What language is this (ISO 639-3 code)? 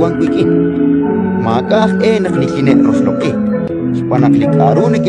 kek